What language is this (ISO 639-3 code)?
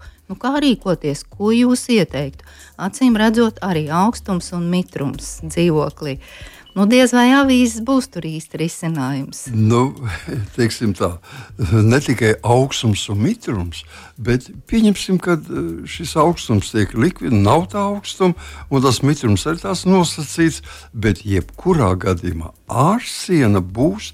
lav